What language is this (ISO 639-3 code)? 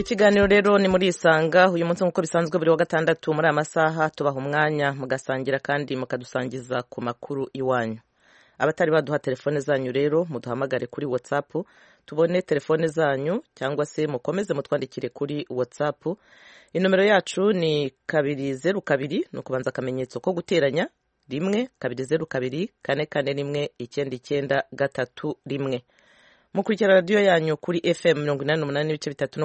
kin